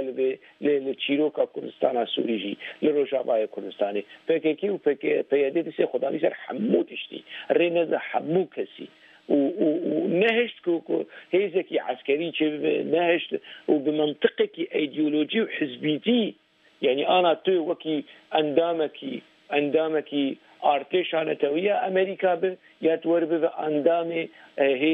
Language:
Kurdish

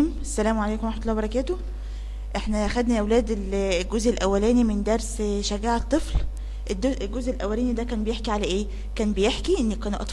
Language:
Egyptian Arabic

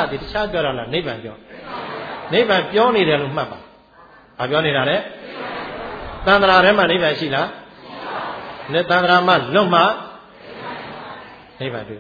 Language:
Burmese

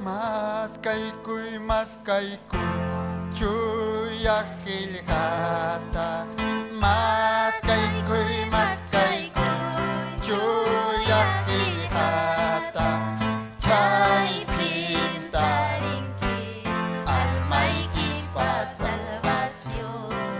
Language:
Ayacucho Quechua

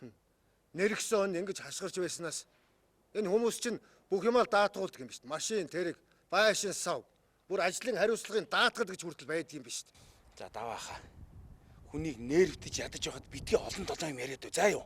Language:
Mongolian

